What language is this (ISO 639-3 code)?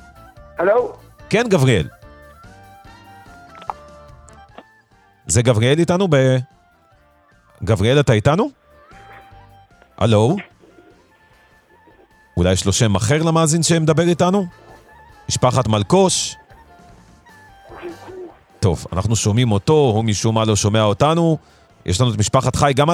heb